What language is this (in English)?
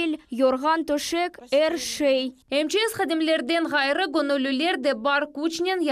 Crimean Tatar